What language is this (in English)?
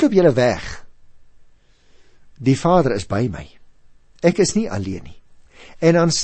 Afrikaans